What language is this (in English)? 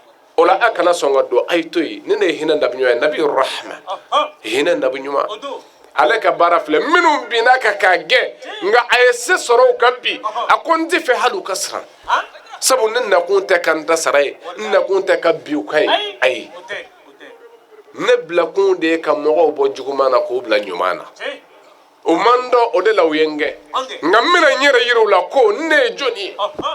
Bambara